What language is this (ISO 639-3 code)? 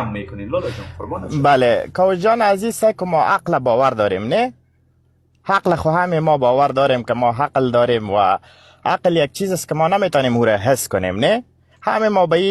fas